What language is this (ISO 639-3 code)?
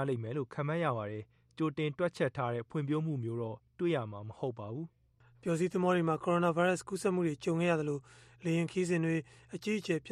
mya